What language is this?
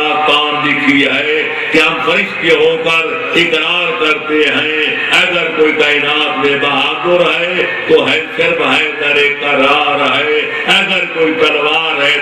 Urdu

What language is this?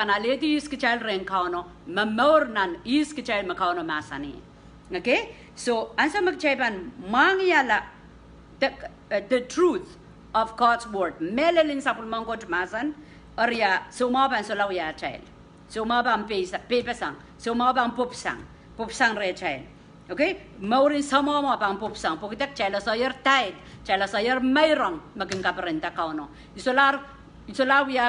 Pohnpeian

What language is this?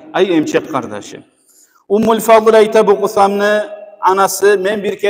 Kumyk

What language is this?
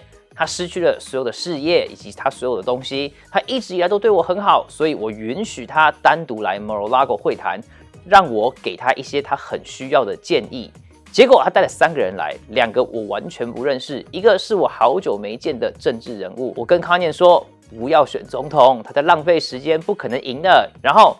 Chinese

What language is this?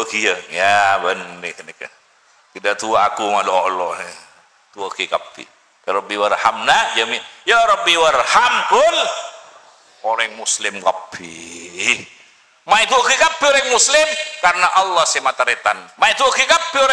Madurese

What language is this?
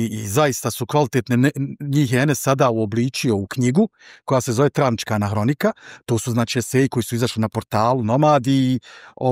Bosnian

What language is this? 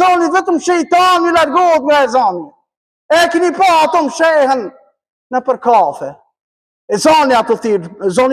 Albanian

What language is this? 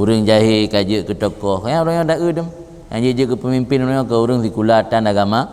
Achinese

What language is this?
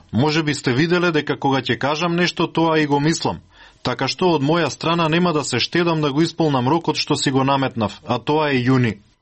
Macedonian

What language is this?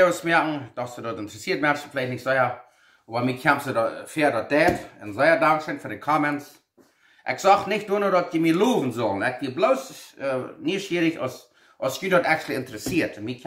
Plautdietsch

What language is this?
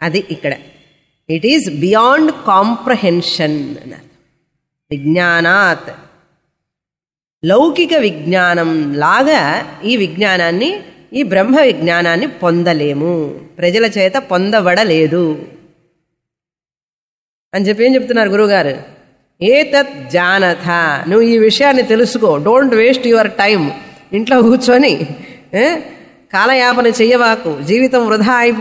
Telugu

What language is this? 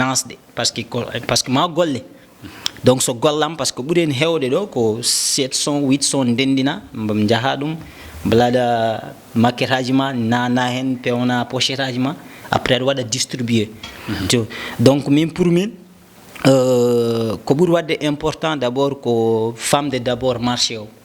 Fula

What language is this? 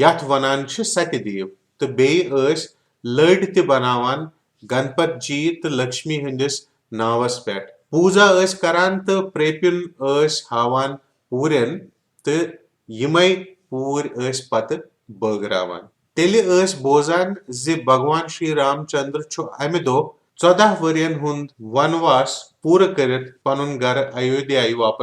Kashmiri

